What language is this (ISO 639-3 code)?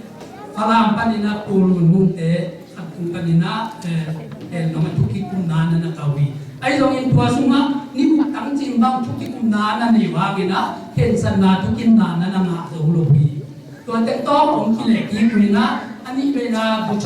ctd